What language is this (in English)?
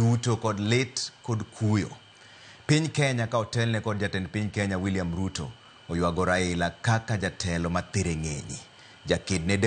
Luo (Kenya and Tanzania)